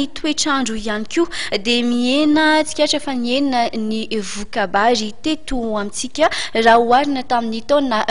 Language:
Malagasy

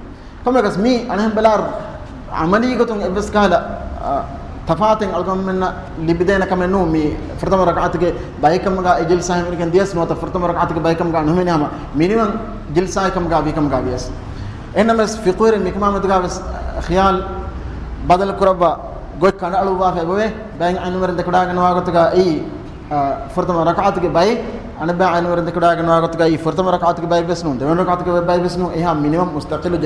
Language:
Divehi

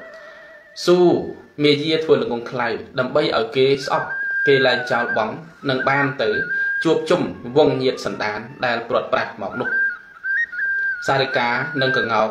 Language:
Khmer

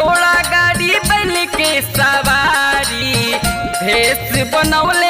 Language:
Bhojpuri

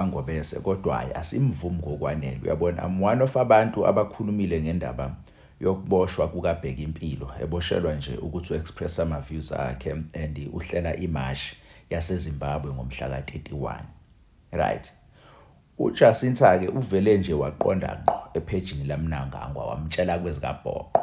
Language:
Zulu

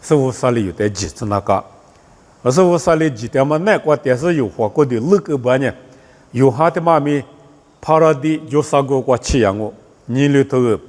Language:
Lisu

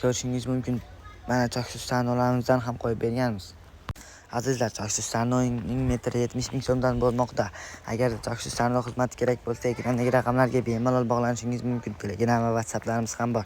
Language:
Uzbek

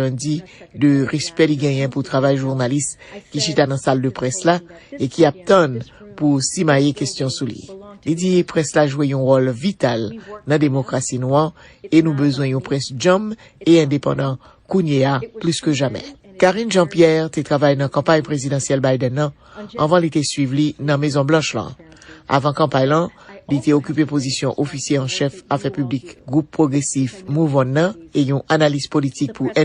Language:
Haitian Creole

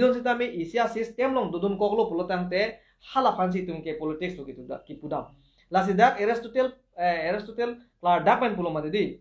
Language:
Karbi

